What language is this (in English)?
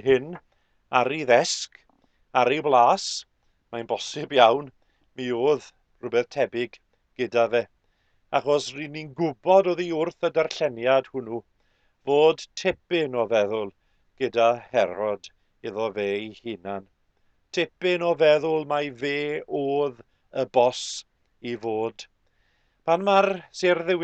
Welsh